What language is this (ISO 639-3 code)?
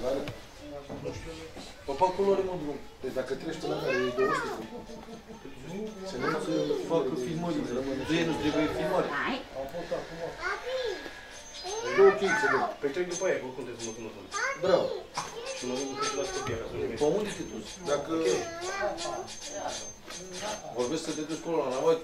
ron